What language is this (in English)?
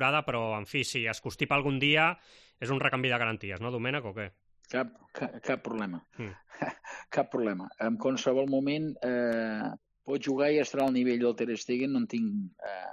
Catalan